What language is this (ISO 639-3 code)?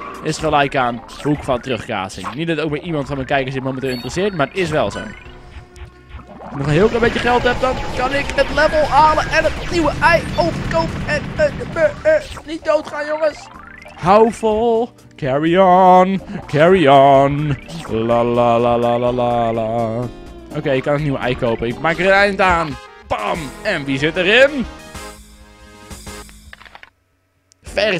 nld